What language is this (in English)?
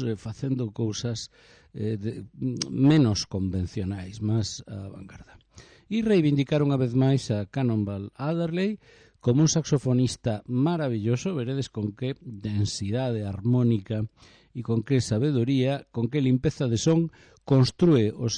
Galician